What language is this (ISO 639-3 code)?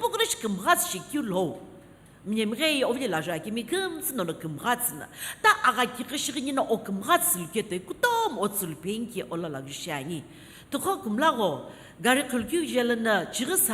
nsm